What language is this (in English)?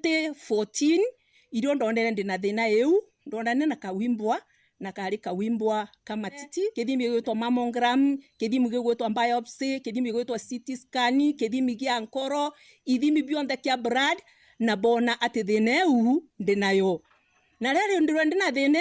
Meru